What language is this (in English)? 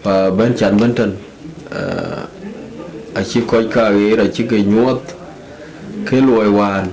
Dinka